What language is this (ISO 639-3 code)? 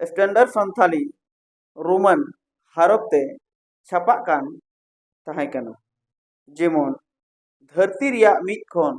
sat